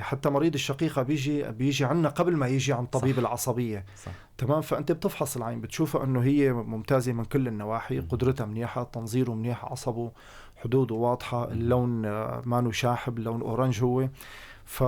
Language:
North Levantine Arabic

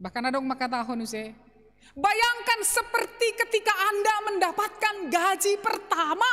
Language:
Batak Simalungun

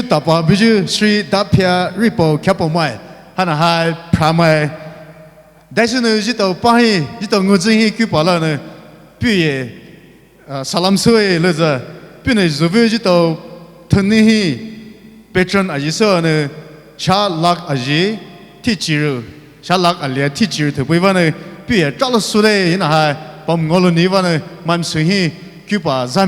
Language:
Poumei Naga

